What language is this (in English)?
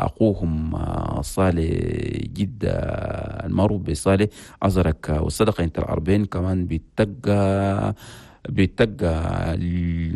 Chadian Arabic